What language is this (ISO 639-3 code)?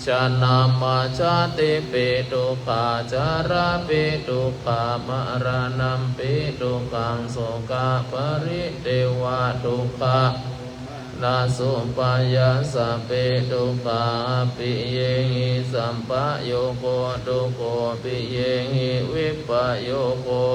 pli